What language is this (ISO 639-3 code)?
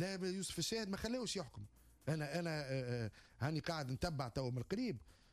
aeb